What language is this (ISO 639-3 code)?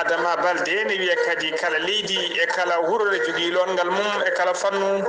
ful